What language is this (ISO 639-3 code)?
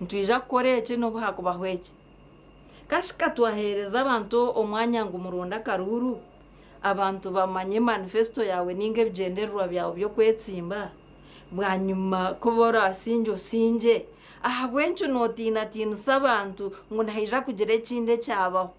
nyn